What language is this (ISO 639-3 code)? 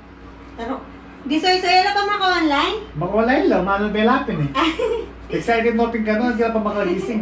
pam